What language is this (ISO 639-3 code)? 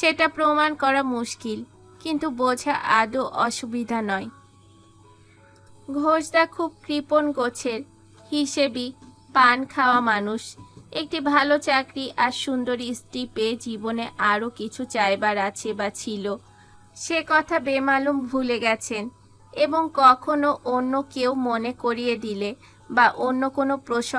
ben